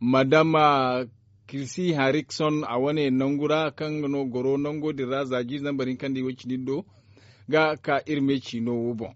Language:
Zarma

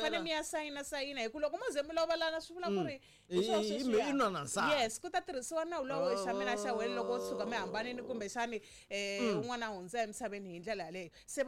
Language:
Tsonga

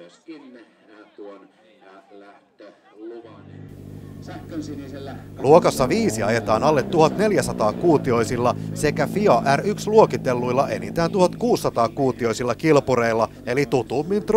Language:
Finnish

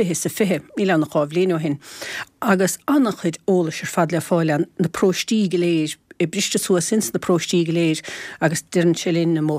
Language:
Irish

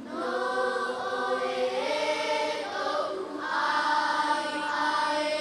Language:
Tahitian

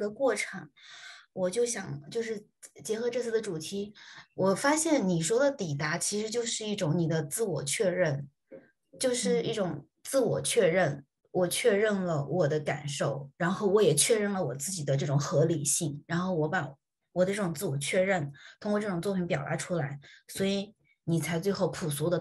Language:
Chinese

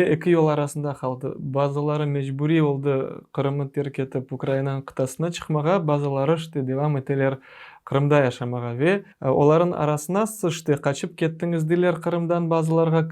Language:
Crimean Tatar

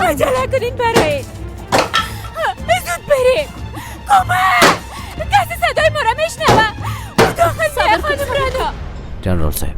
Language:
Persian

